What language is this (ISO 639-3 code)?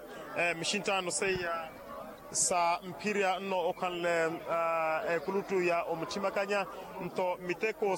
vmw